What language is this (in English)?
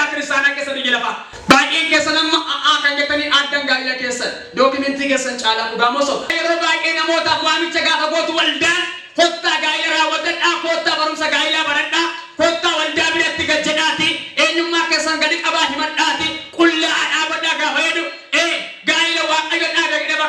Oromo